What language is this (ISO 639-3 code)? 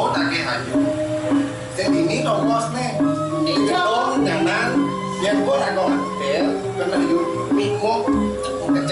ban